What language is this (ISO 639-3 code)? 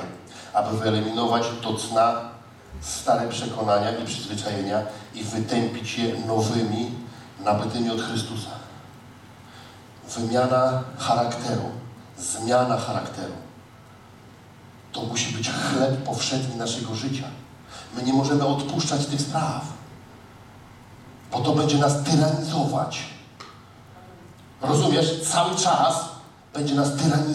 pol